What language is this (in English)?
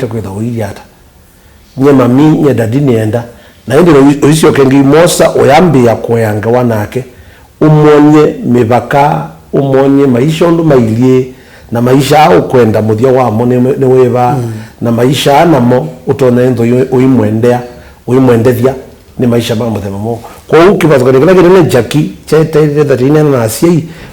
Kamba